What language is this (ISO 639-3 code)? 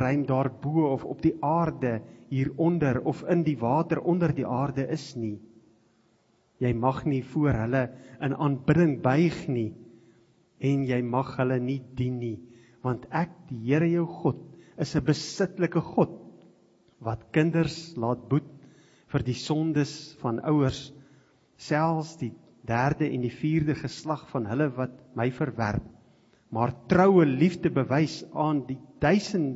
afr